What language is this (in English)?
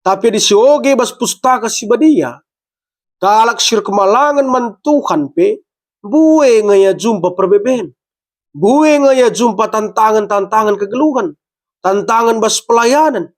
Batak Karo